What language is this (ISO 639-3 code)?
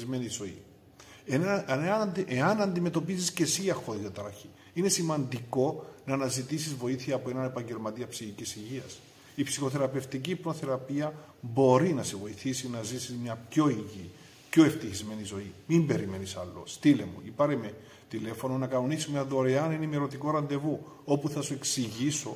ell